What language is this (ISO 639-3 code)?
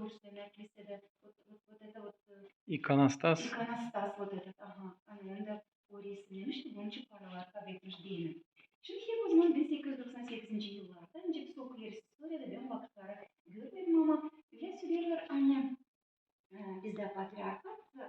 gag